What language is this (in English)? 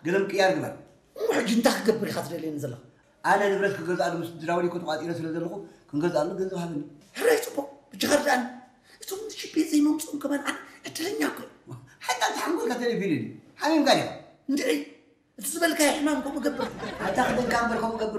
Tigrinya